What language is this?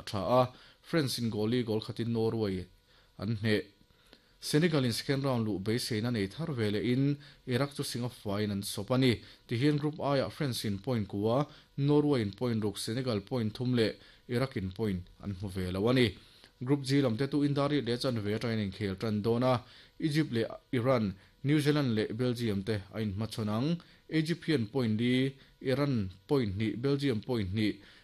Mizo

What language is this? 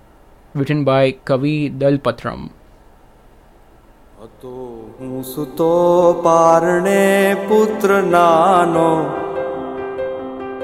Hindi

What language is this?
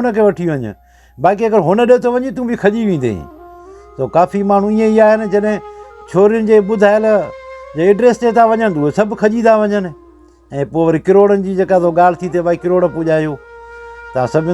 Sindhi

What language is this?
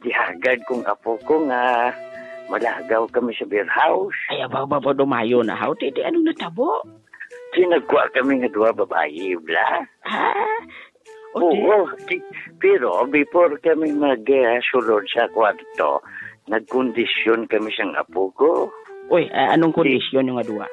Hiligaynon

